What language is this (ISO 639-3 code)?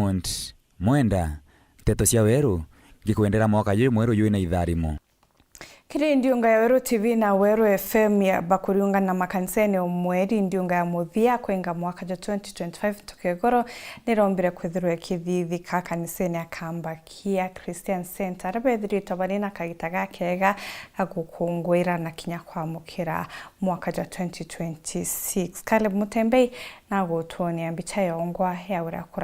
mer